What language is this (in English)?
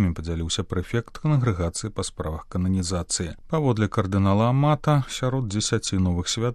Belarusian